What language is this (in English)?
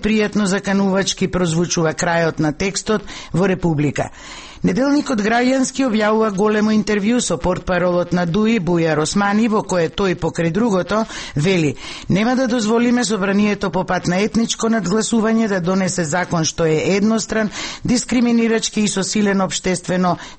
Macedonian